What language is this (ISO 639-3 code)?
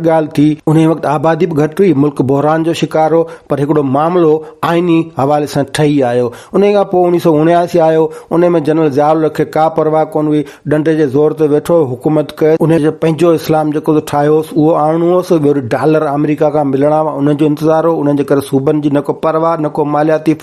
snd